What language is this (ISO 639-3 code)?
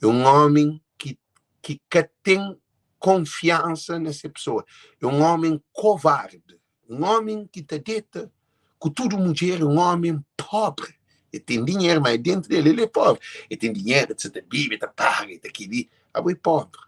kea